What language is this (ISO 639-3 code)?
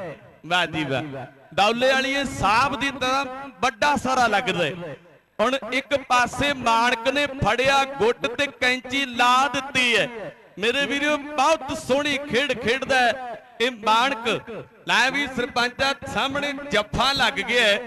pan